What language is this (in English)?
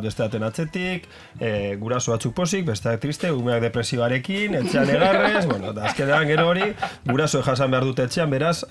Basque